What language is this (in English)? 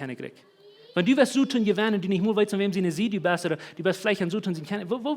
Plautdietsch